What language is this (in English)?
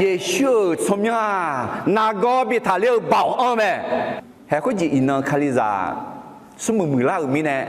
Akha